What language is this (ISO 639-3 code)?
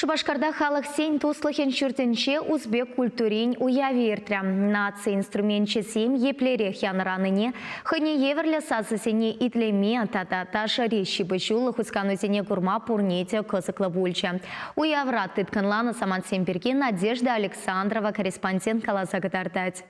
chv